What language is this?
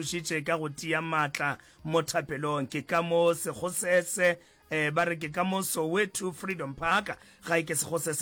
Northern Sotho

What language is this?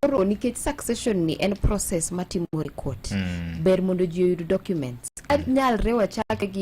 Luo (Kenya and Tanzania)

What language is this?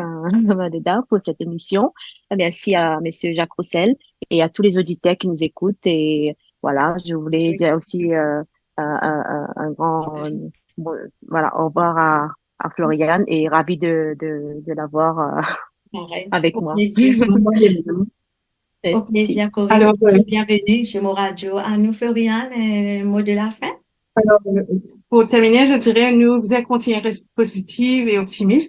Morisyen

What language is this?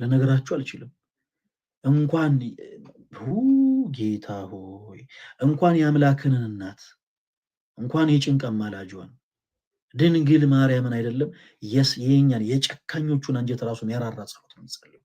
Amharic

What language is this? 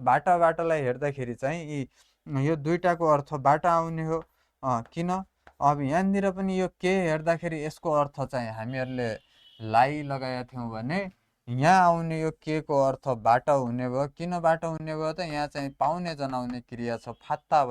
Nepali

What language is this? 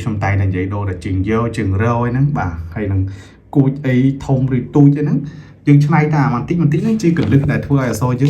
Khmer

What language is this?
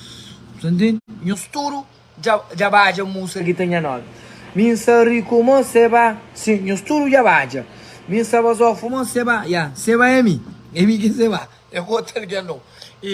Kabuverdianu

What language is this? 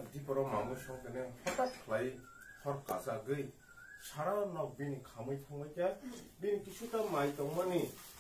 Kok Borok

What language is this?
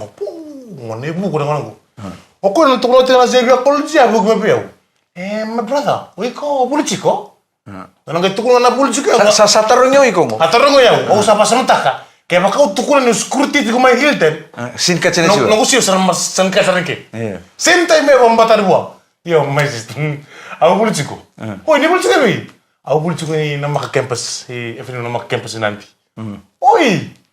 Fijian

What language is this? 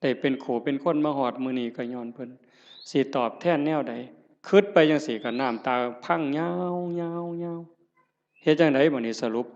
Northeastern Thai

